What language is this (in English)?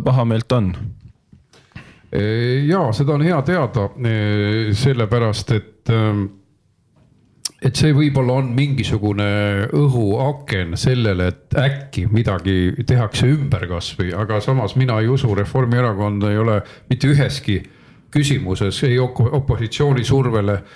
Estonian